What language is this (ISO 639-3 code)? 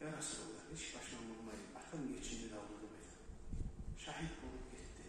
kum